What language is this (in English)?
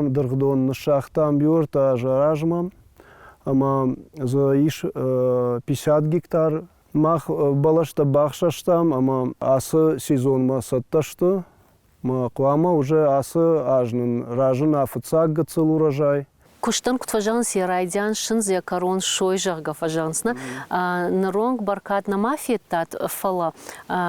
Ossetic